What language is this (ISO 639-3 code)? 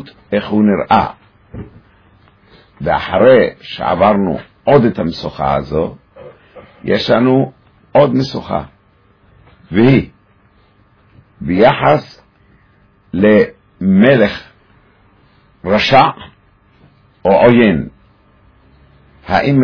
heb